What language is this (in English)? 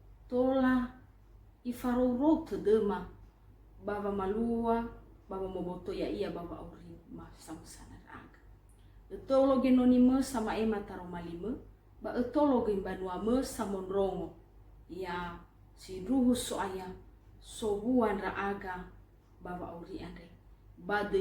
Nias